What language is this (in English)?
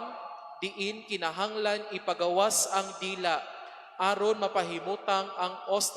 Cebuano